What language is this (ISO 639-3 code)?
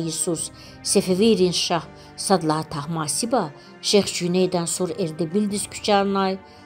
lez